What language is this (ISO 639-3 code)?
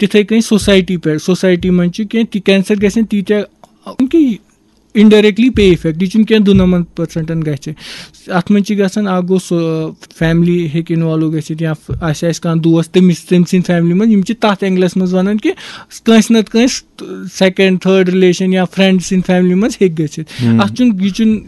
kas